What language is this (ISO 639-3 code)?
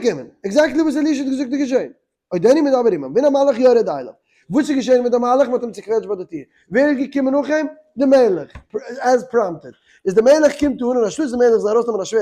yid